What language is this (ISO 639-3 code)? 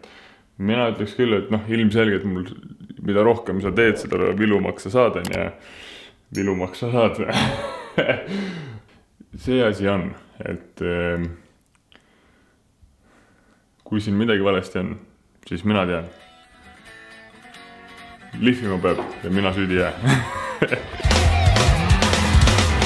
est